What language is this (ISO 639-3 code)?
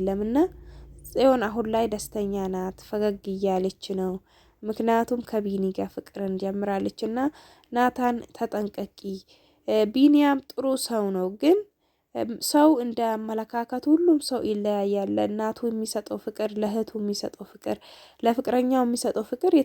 amh